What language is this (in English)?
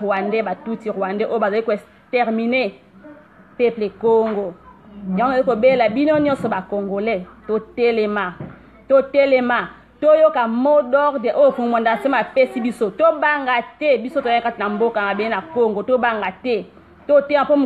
Lingala